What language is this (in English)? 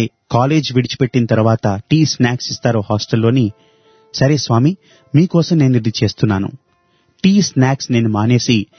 Telugu